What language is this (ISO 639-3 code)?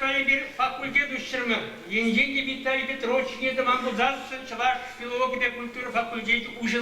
chv